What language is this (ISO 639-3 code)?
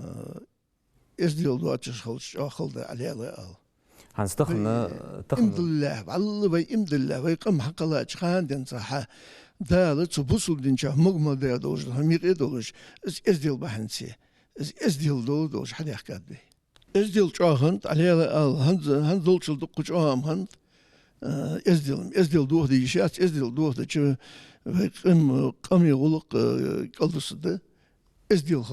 inh